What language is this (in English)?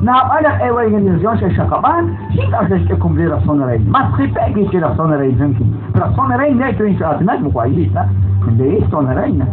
Kekchí